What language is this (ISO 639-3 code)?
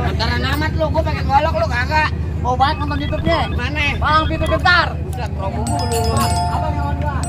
bew